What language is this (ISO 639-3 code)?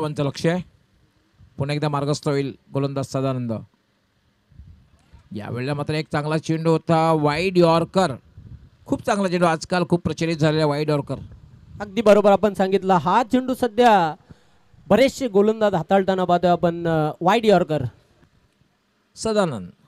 mar